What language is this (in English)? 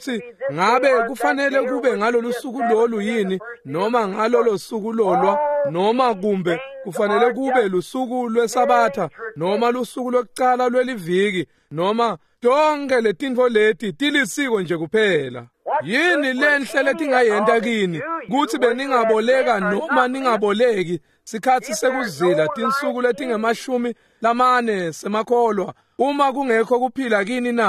Swati